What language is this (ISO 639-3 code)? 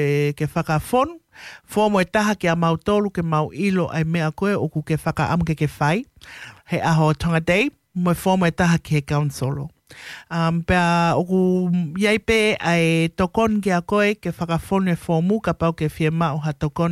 ton